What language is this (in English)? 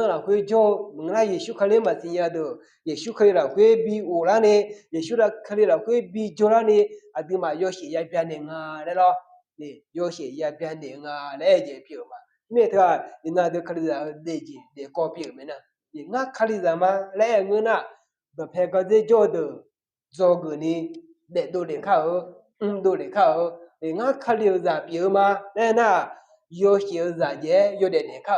Akha